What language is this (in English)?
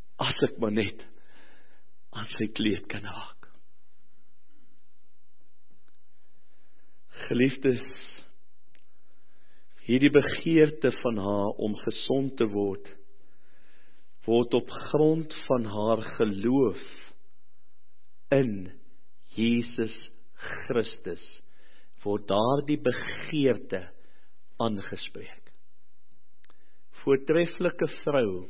Afrikaans